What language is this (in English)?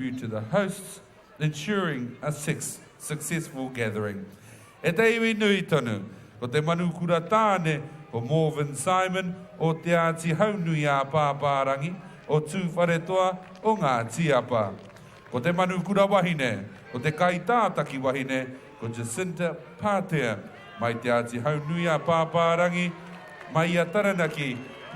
Māori